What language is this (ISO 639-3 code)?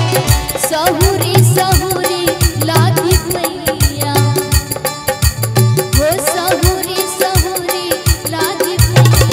bho